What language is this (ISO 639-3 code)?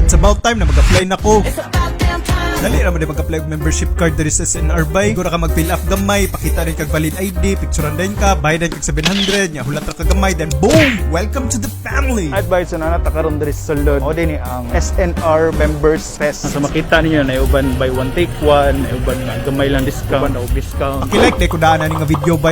ceb